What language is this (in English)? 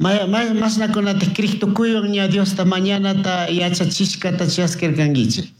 Chimborazo Highland Quichua